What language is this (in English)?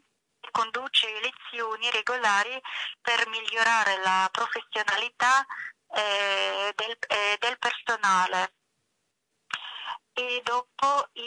Italian